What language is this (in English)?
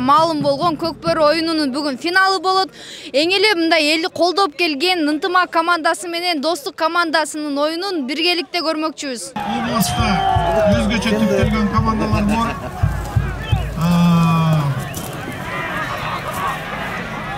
Kyrgyz